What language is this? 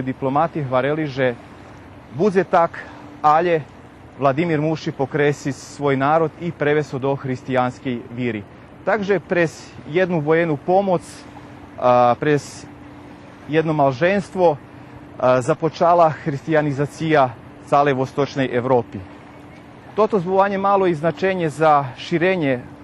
Rusyn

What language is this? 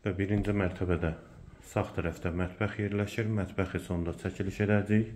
Azerbaijani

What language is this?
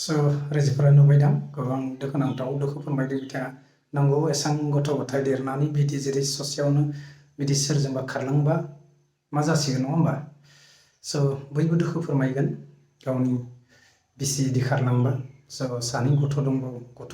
Bodo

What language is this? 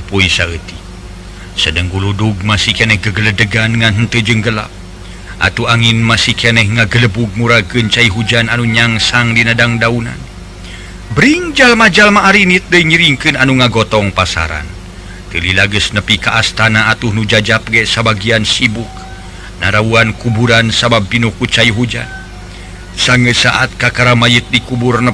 Sundanese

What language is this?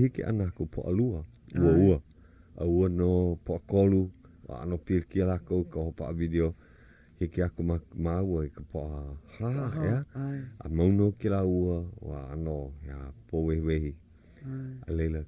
Hawaiian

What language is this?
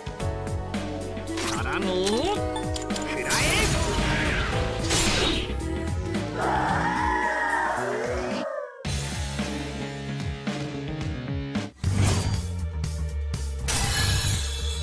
Japanese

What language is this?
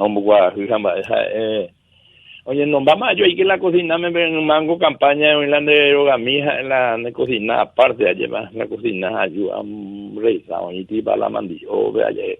Guarani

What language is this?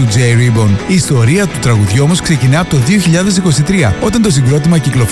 Greek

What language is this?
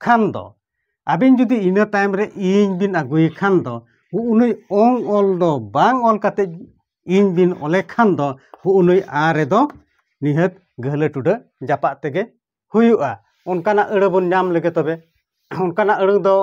Santali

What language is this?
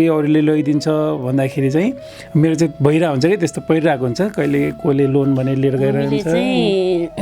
Nepali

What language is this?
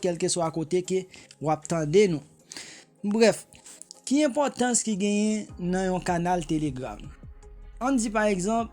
Haitian Creole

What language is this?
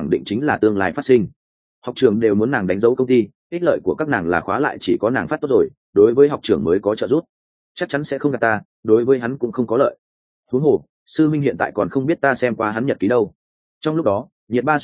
Vietnamese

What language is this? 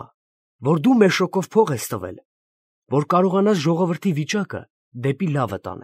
Armenian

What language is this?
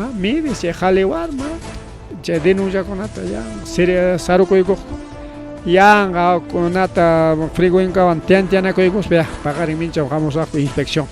Ayacucho Quechua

